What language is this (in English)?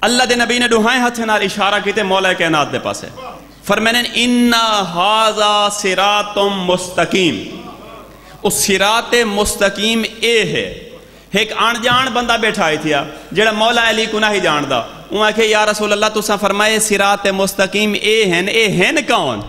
Saraiki